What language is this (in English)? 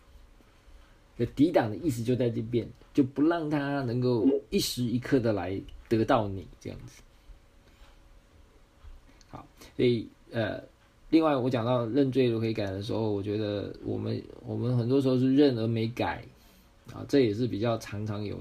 Chinese